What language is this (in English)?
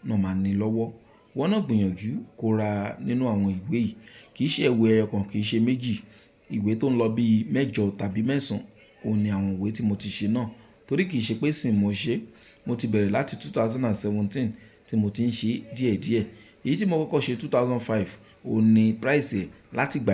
Yoruba